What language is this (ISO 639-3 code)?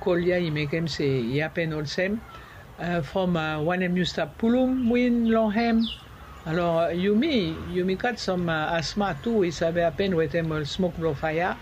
bis